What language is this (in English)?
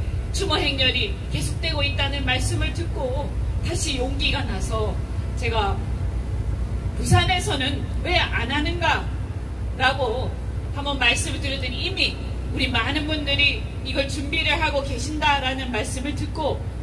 Korean